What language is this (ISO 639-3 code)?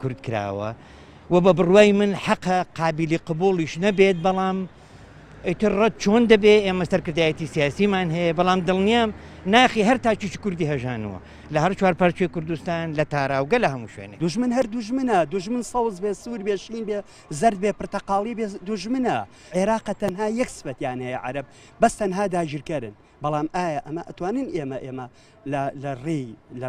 ckb